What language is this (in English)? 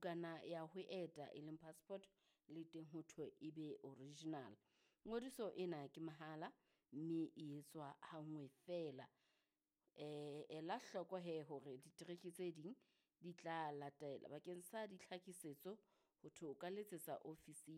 Southern Sotho